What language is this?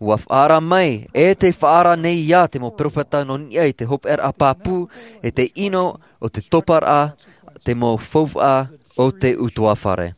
Tahitian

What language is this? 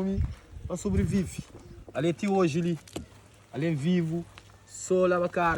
Kabuverdianu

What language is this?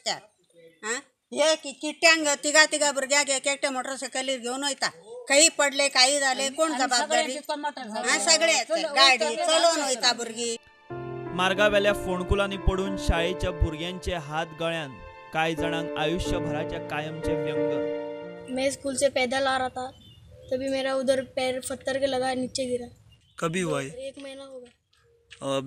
Konkani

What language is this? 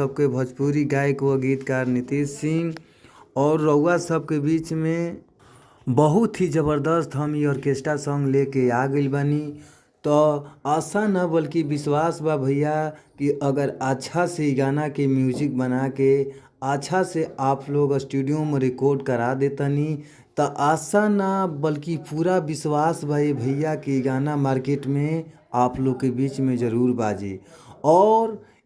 Bhojpuri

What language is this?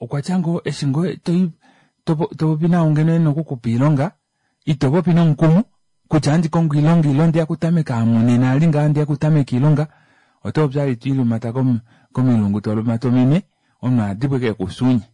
Kuanyama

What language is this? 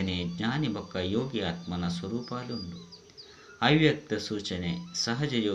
Tulu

